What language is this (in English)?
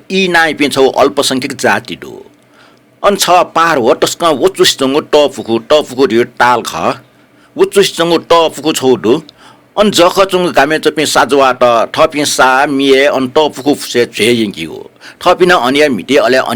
Newari